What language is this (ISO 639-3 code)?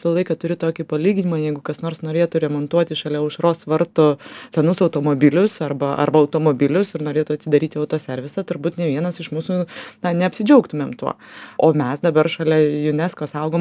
lit